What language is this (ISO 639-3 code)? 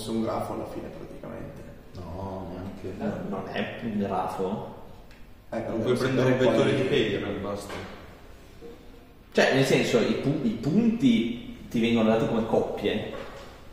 ita